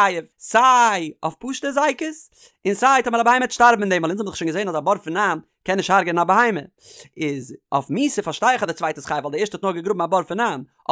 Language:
Yiddish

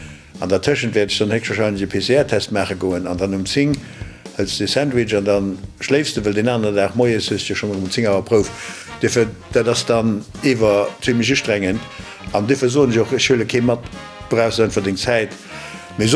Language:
Luxembourgish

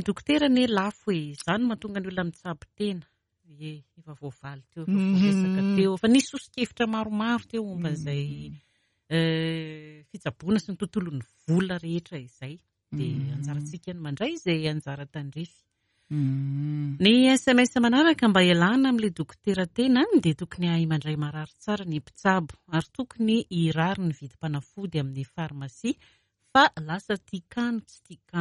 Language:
Malagasy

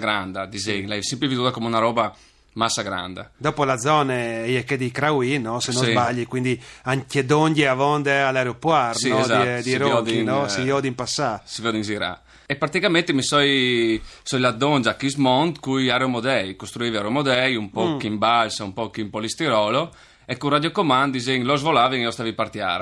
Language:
Friulian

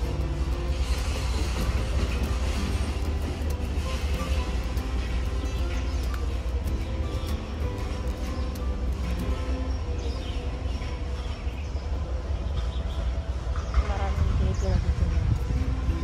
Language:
Filipino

